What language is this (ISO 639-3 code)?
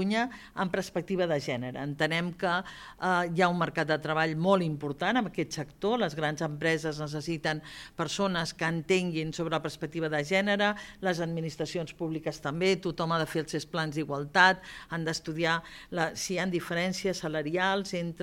cat